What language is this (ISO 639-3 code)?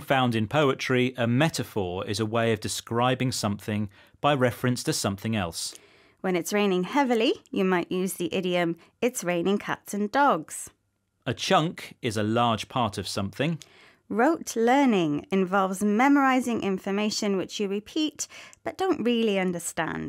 eng